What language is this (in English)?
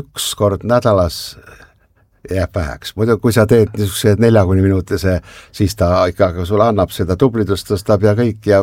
Estonian